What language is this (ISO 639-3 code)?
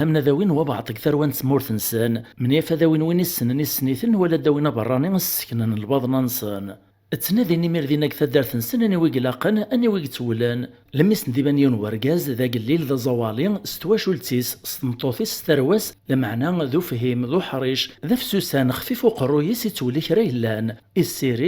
kab